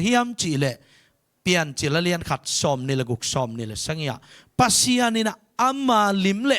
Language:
Tedim Chin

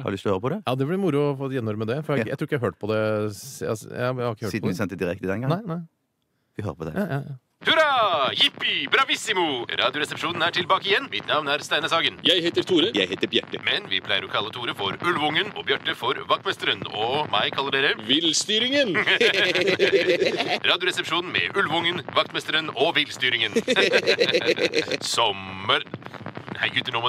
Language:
Norwegian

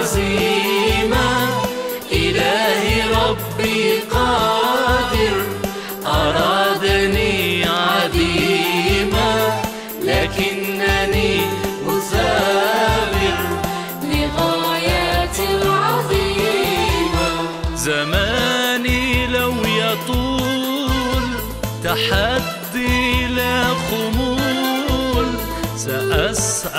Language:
Algerian Arabic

